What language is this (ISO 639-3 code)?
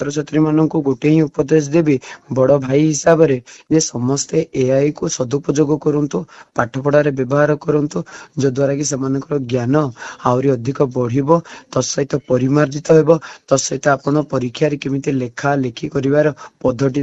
ori